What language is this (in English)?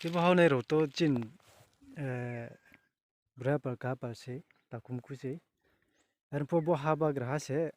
Riang (India)